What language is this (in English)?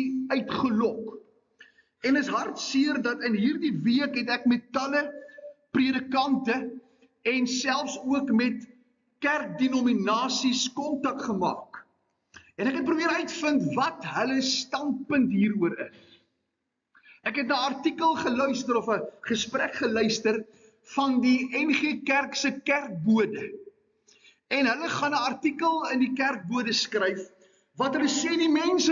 Afrikaans